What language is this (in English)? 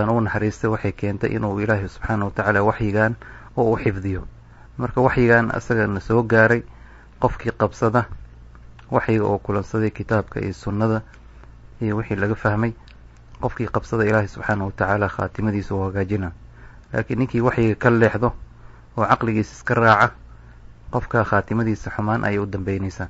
Somali